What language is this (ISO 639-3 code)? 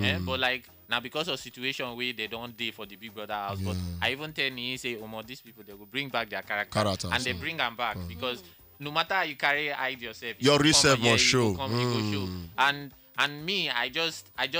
pcm